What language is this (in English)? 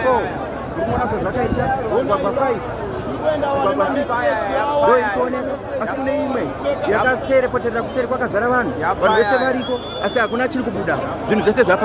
Shona